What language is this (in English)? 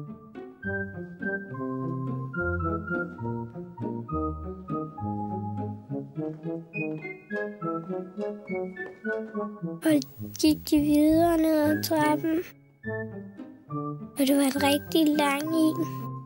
Danish